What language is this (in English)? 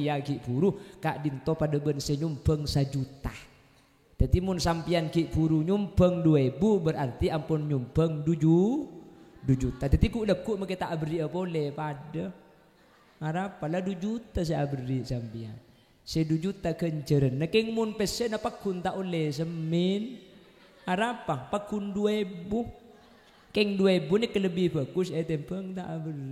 Madurese